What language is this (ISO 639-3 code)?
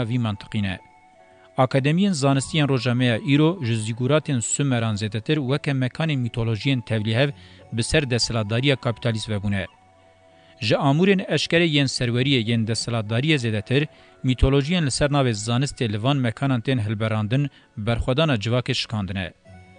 kur